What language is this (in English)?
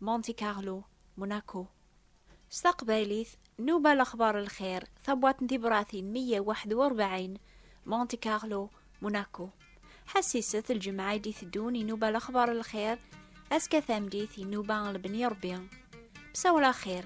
Kabyle